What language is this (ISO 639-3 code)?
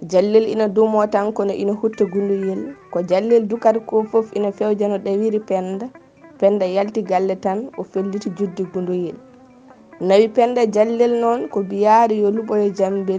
ful